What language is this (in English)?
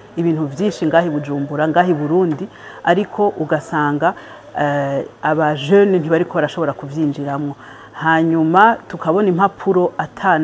Rundi